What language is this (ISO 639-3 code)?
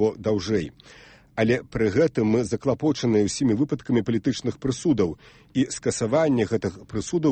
bel